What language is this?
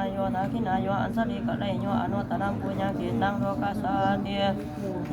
Pali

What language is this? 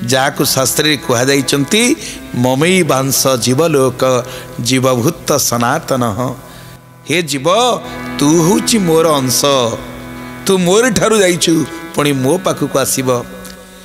Odia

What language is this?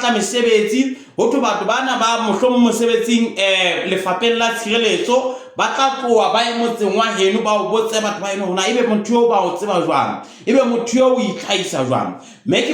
Southern Sotho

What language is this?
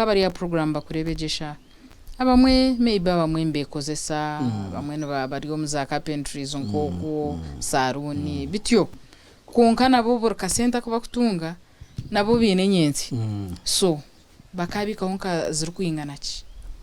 Nyankole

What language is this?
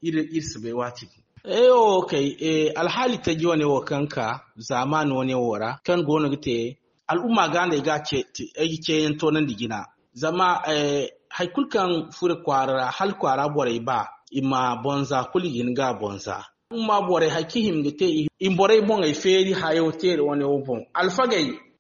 Zarma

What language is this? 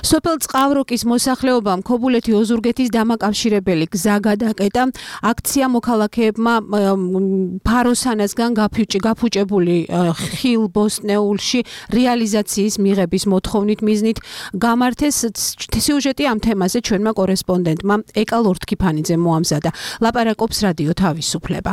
Georgian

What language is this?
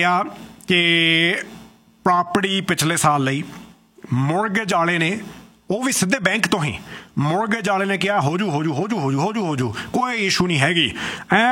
Punjabi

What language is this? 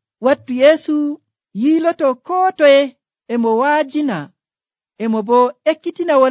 Nigerian Fulfulde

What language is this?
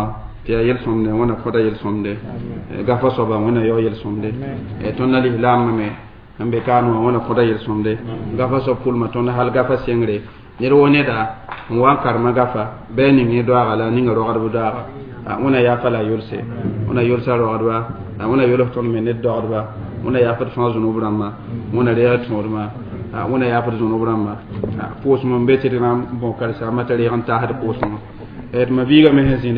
Mossi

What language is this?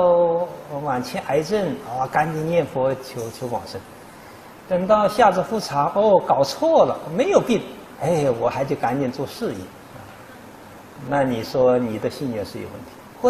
Chinese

